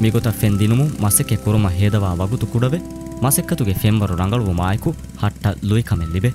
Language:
Divehi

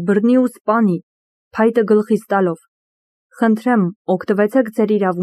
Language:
Armenian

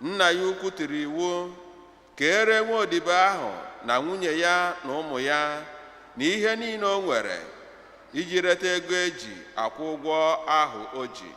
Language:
Igbo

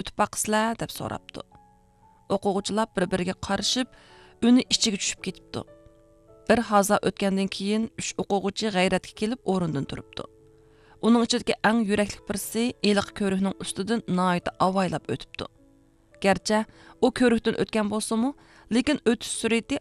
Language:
Uyghur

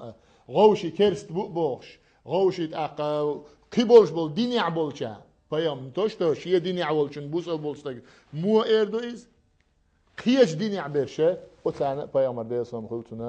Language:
Chechen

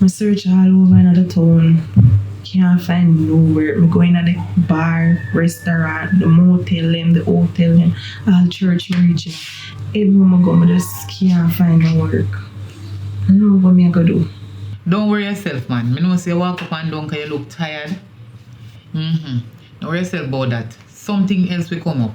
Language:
Jamaican Creole English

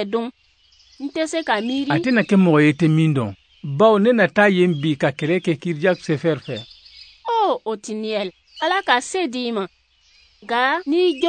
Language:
Bambara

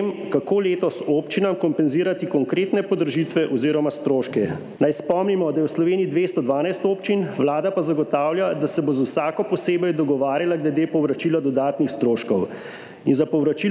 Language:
Slovenian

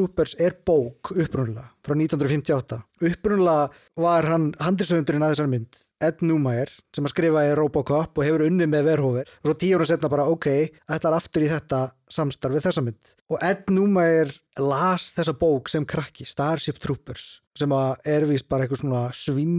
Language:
Icelandic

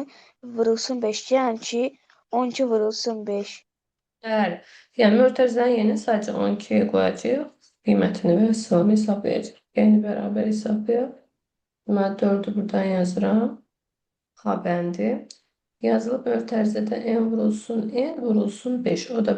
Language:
Azerbaijani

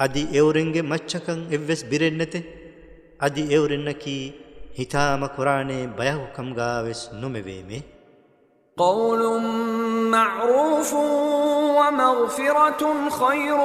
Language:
Divehi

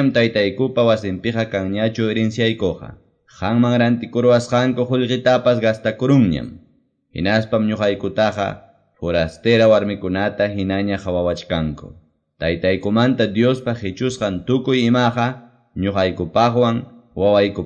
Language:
Quechua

